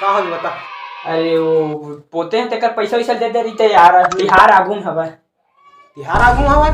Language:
Chhattisgarhi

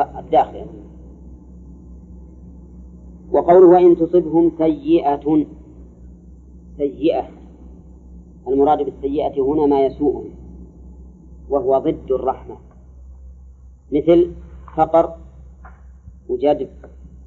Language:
Arabic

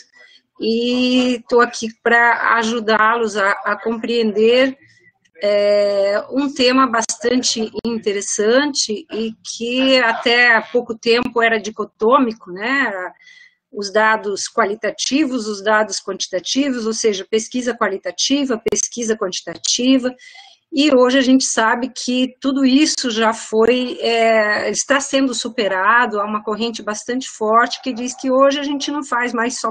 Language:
Portuguese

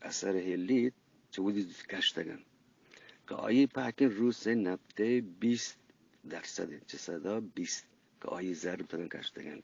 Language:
Eastern Balochi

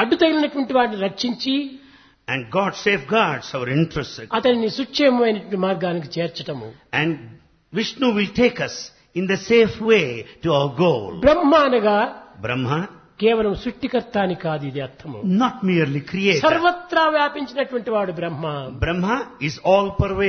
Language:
Telugu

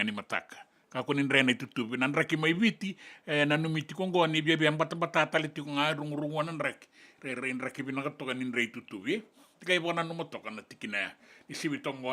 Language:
Fijian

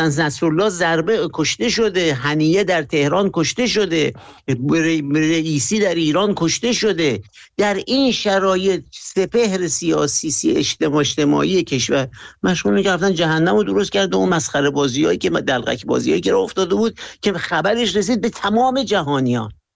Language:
Persian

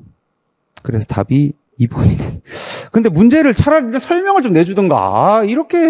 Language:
Korean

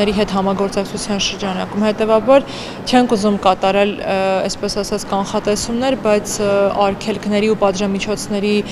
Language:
Armenian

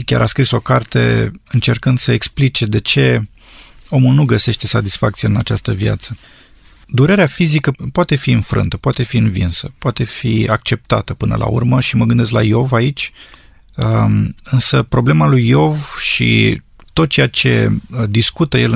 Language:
Romanian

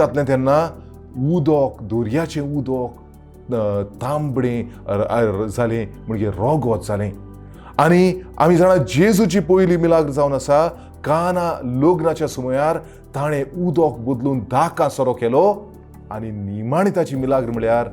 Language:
Konkani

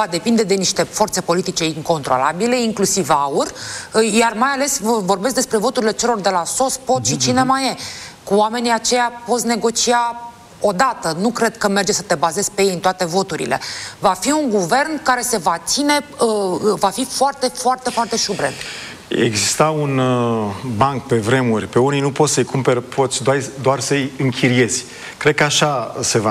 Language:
Romanian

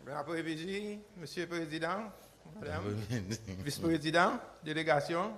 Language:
Seselwa Creole French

